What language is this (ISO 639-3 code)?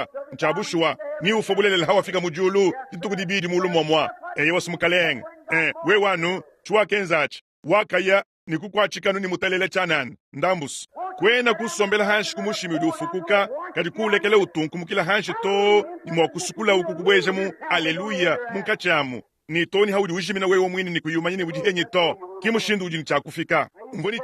lua